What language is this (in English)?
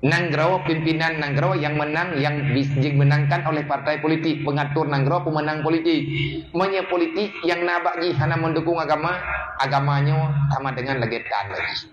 Achinese